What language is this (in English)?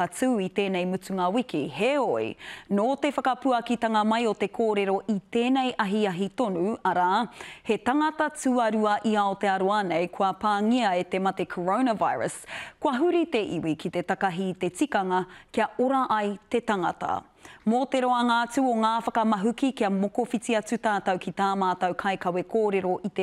Māori